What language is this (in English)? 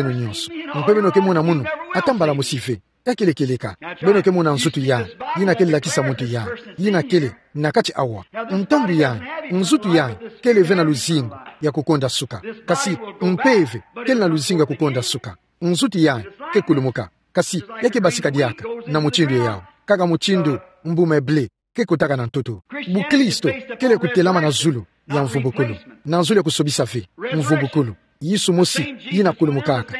Kituba (Democratic Republic of Congo)